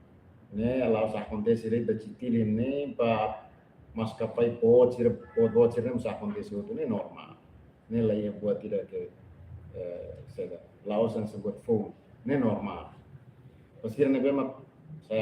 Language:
Tetum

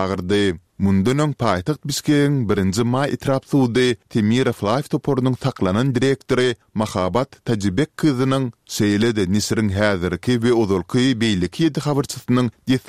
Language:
Turkmen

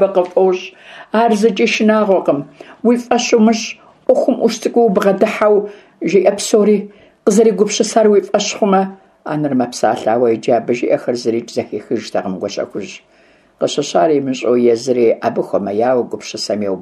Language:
Kabardian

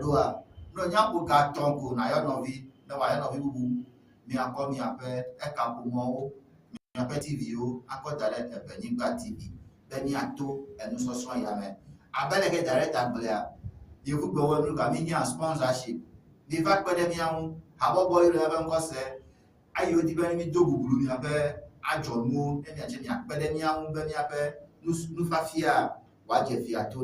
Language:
Ewe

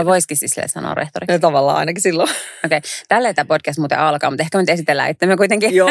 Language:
Finnish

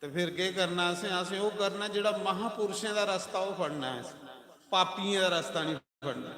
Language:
Dogri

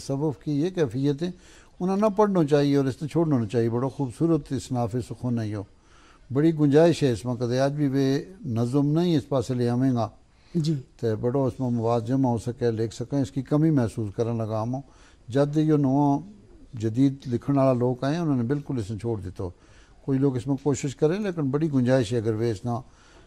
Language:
Gujari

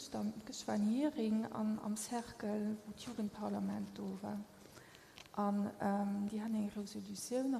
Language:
Luxembourgish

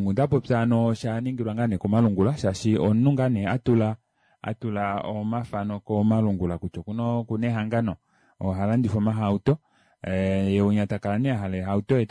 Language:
Kuanyama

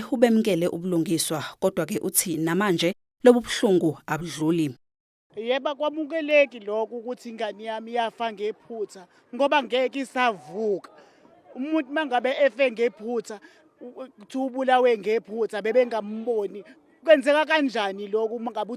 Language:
Zulu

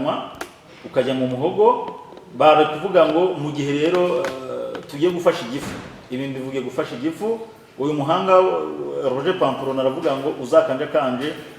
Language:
Kinyarwanda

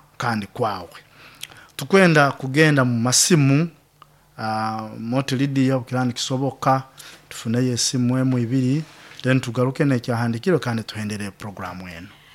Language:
Nyoro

